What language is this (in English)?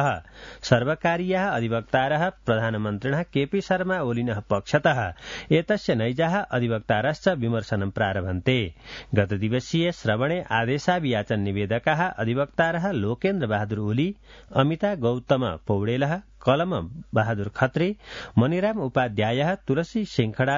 Sanskrit